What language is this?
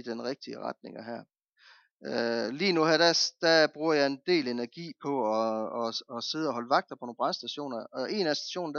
Danish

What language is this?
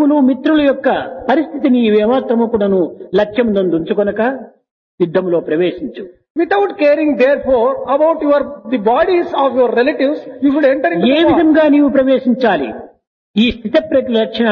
Telugu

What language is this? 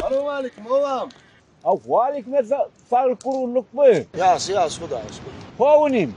Turkmen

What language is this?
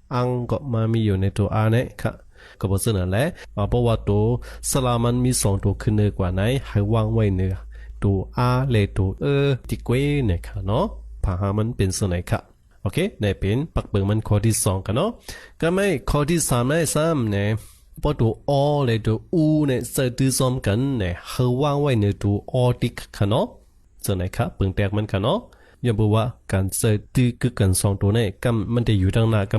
Shan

